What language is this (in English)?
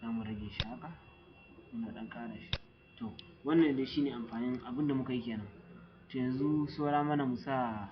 Hausa